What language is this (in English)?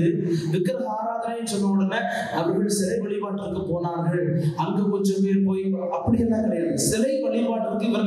Tamil